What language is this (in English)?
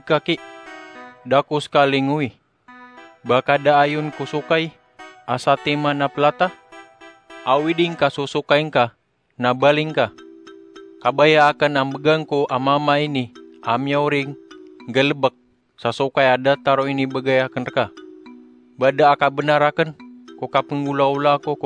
Maranao